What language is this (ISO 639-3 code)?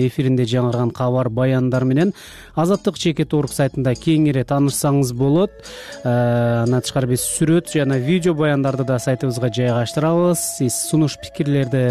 kir